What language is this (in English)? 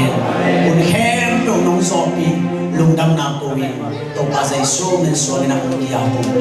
Tedim Chin